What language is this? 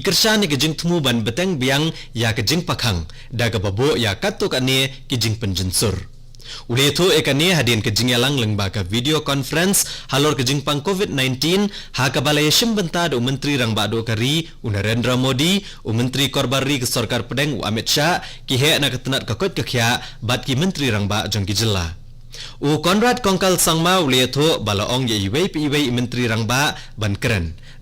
Khasi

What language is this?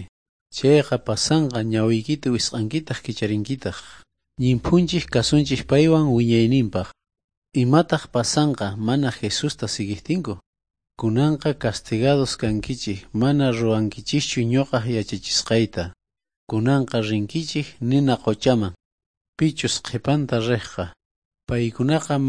South Bolivian Quechua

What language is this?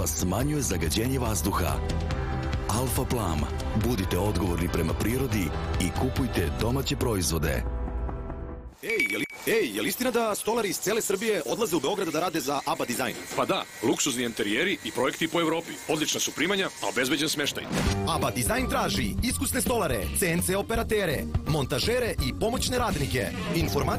Serbian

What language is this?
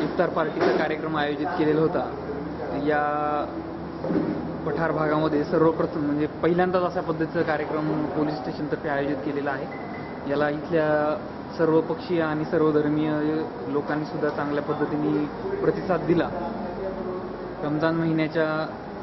Marathi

